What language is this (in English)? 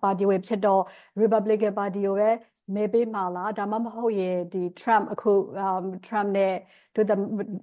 Burmese